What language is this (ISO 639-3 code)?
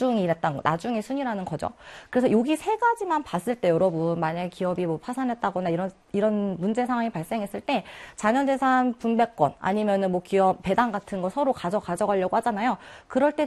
kor